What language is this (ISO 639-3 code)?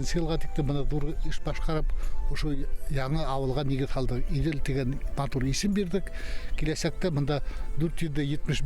bak